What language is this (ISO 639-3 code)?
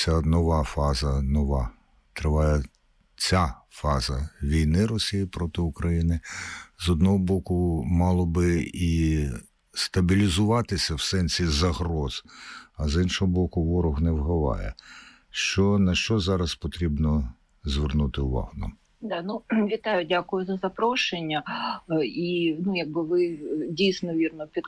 ukr